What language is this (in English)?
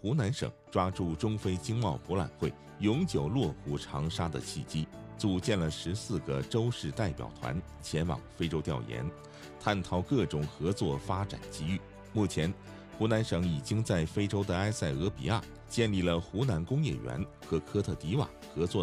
Chinese